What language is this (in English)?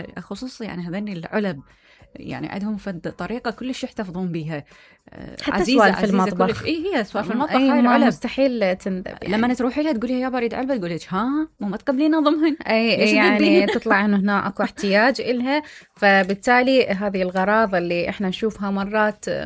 Mesopotamian Arabic